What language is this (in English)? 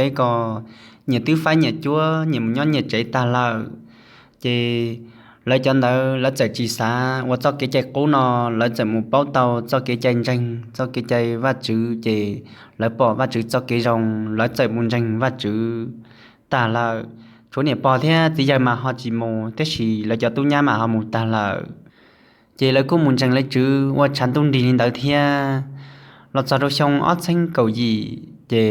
Hmong